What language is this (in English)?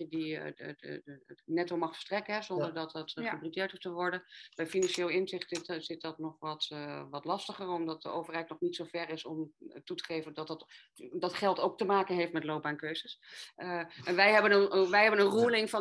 Dutch